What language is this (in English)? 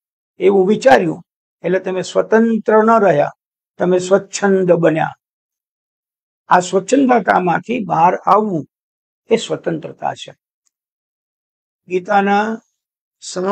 Gujarati